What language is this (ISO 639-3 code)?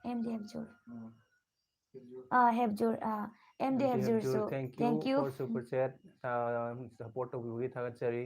mni